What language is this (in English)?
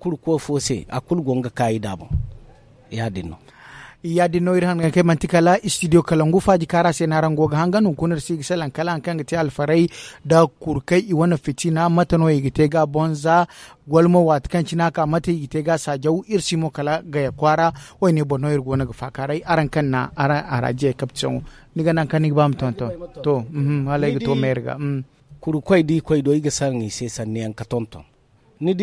Zarma